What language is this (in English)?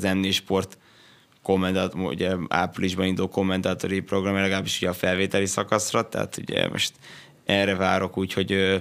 Hungarian